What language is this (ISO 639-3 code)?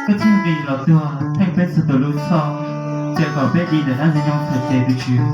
hmn